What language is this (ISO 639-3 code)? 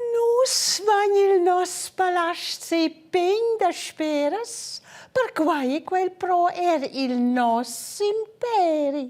roh